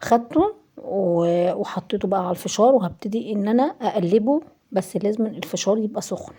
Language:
Egyptian Arabic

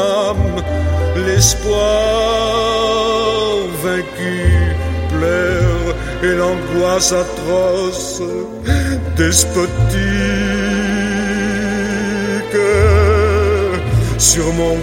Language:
French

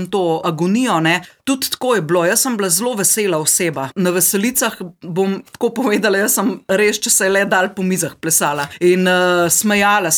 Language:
Slovenian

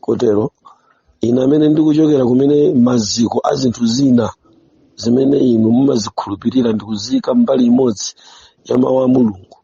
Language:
Nyanja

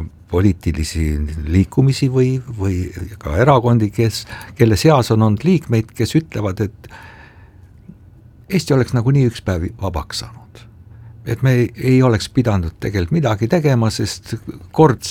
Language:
Estonian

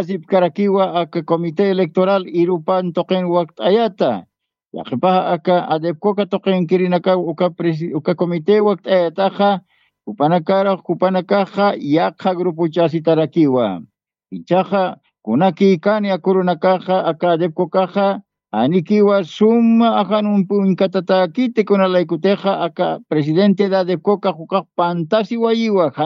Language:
Aymara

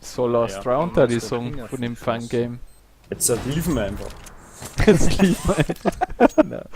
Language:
Bavarian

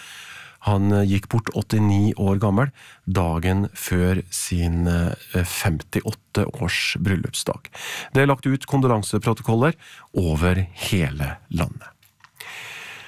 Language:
Norwegian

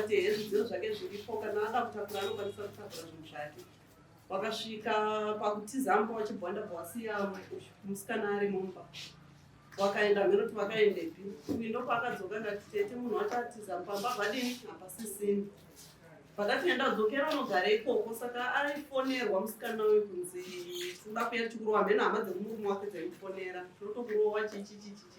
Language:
Shona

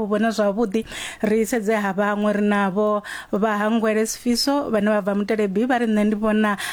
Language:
Venda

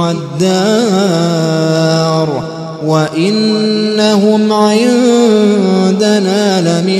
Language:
Arabic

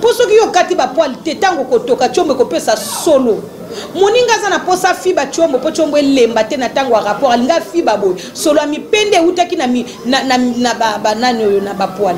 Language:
Lingala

